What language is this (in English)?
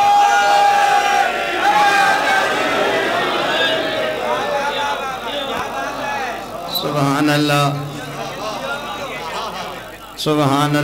Urdu